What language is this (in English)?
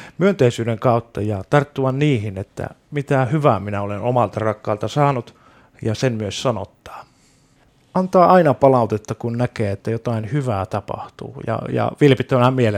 Finnish